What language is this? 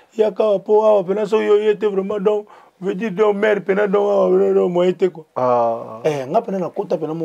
Lingala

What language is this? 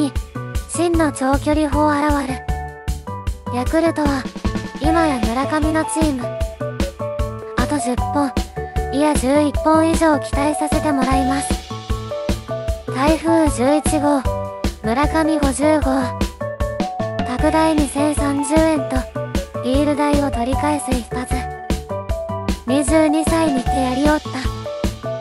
Japanese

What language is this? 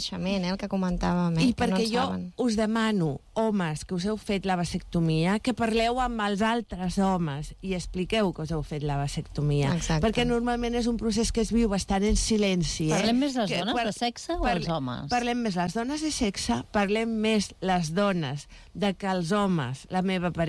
Catalan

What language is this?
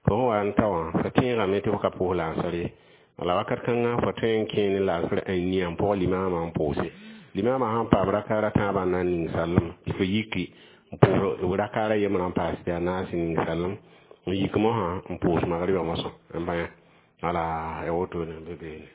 Mossi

